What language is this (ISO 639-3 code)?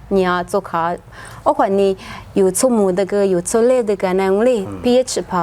lis